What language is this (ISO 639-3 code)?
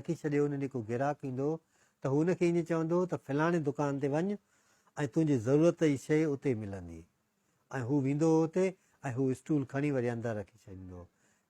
snd